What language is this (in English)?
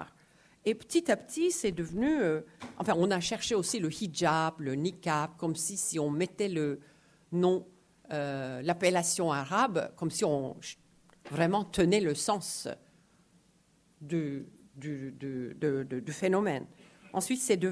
French